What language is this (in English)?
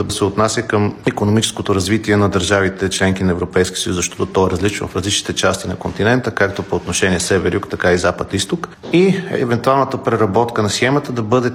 Bulgarian